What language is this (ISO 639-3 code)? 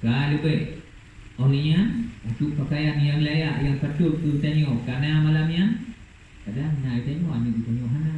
ace